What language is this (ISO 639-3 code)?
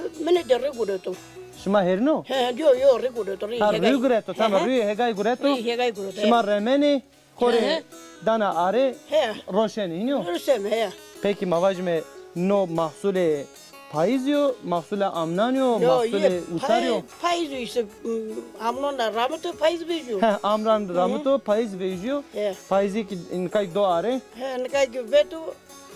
zza